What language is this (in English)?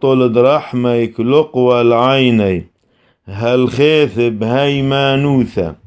Classical Syriac